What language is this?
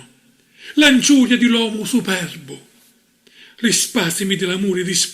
Sicilian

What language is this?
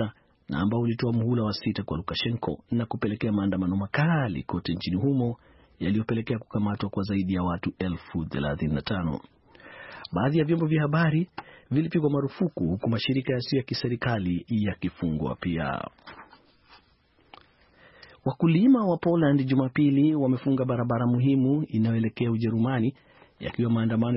Swahili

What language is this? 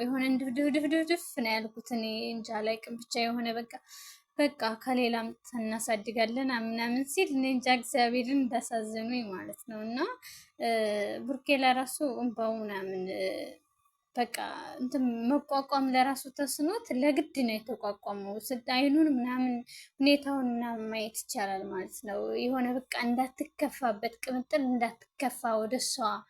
Amharic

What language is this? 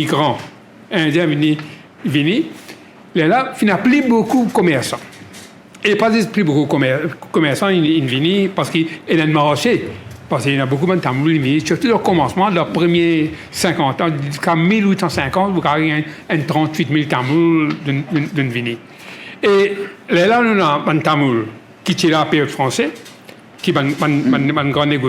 Morisyen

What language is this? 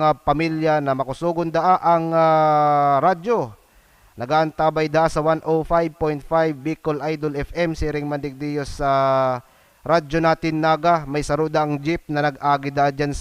Bikol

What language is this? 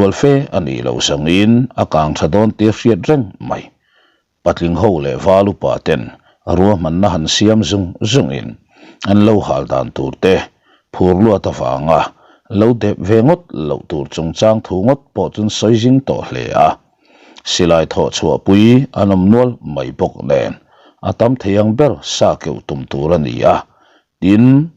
Mizo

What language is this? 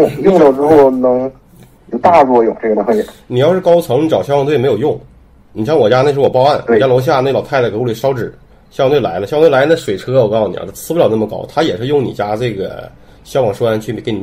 Chinese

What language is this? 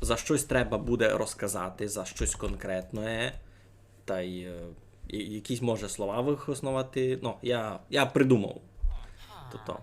Rusyn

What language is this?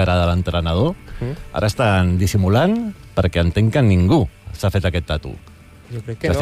Catalan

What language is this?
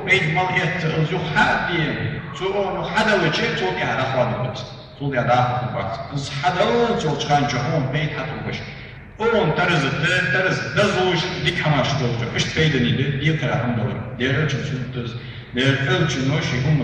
Ingush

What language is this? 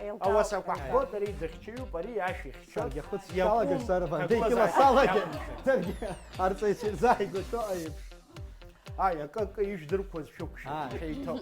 Abkhazian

